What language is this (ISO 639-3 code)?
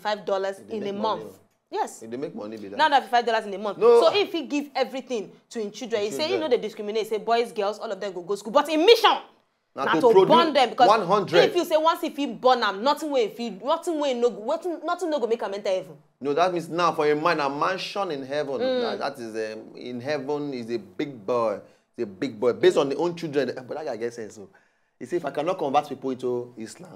pcm